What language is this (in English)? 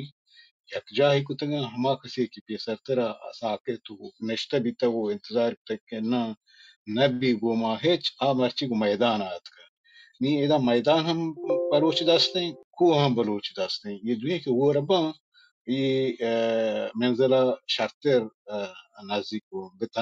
Baluchi